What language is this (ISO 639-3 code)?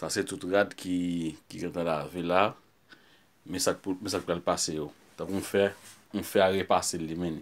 hat